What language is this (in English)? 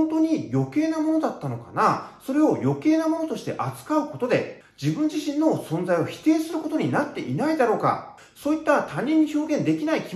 Japanese